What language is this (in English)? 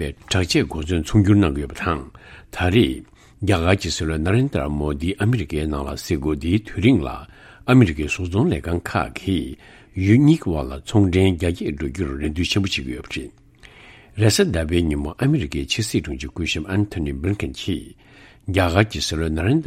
Tibetan